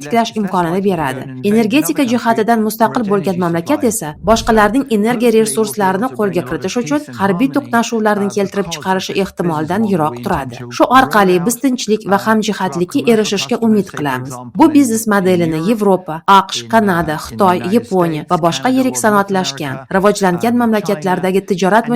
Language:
Uzbek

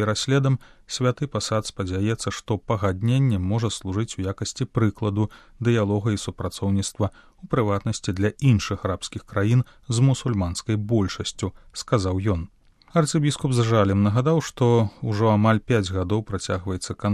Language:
Belarusian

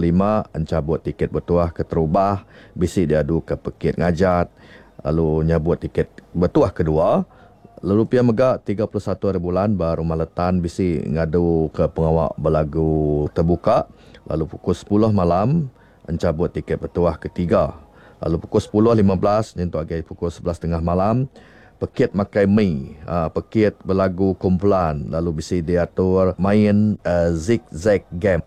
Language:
Iban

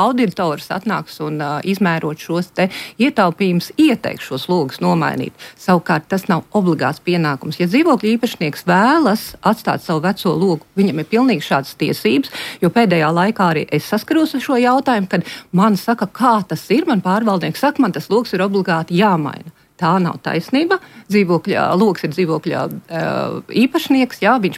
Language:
Latvian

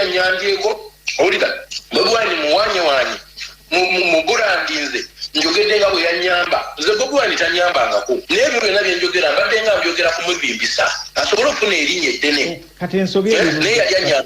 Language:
Ganda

